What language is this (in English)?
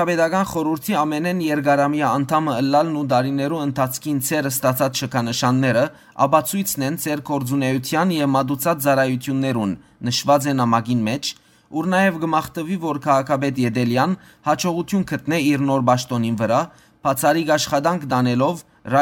Western Armenian